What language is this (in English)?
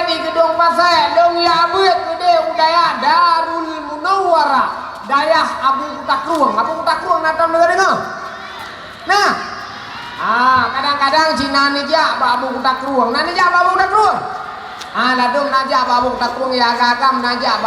Achinese